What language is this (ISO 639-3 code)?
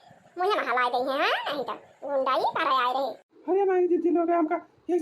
awa